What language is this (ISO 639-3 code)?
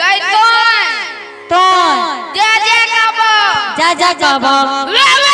anp